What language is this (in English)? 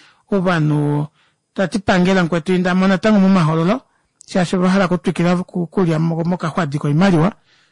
Kuanyama